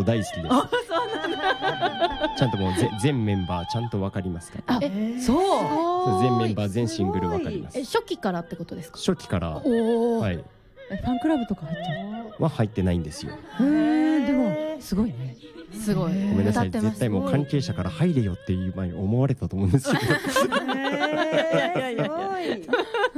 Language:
Japanese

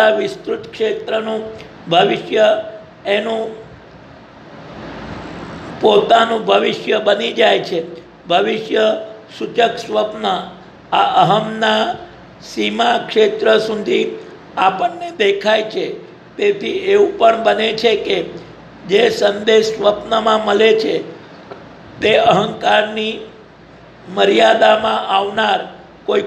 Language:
Gujarati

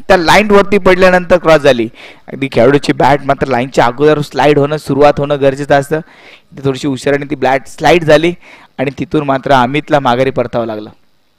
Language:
Marathi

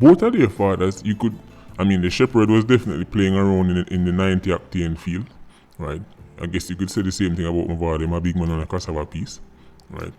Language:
Jamaican Creole English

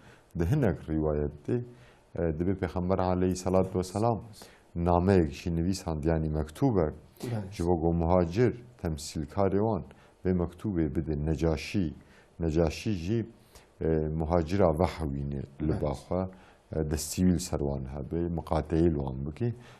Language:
Kurdish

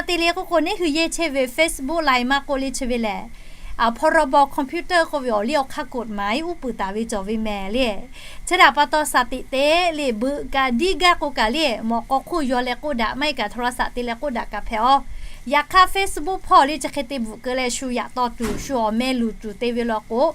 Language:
Lahu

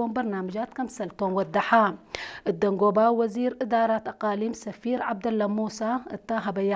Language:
Tigre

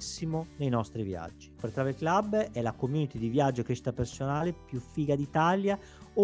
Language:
Italian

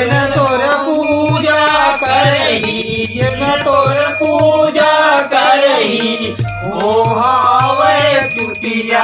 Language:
Chhattisgarhi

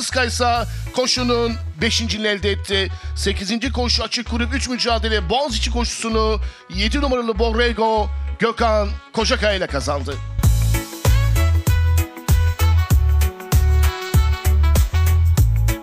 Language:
Turkish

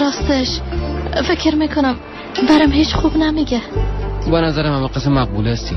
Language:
Persian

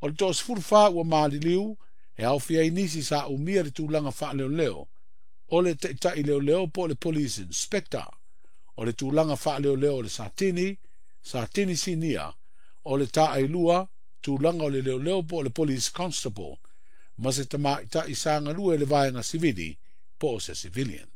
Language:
Samoan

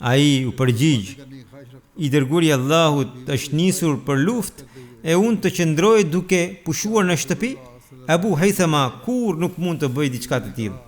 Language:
Albanian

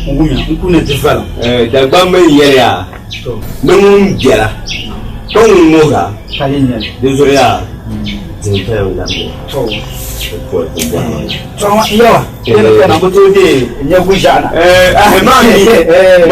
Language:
Dagbani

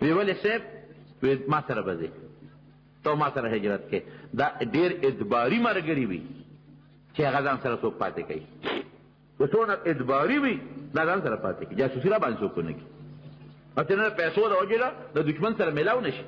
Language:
Pashto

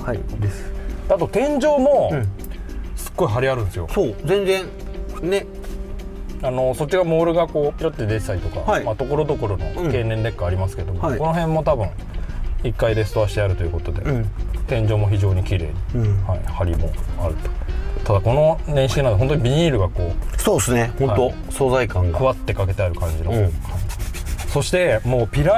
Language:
Japanese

